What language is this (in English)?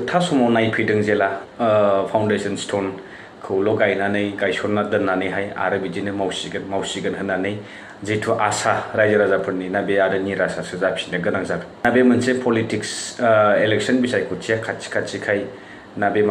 Bodo